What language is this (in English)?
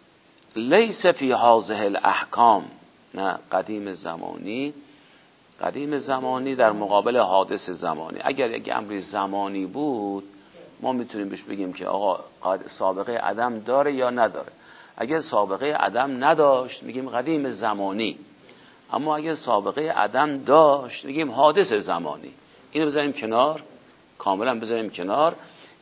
Persian